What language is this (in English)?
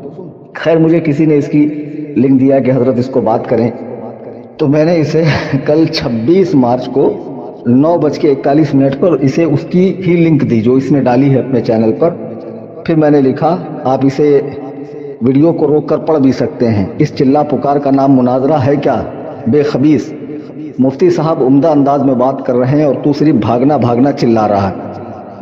Urdu